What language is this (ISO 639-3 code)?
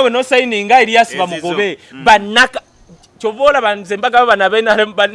lug